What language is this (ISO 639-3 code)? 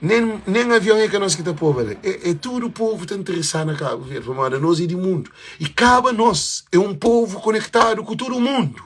kea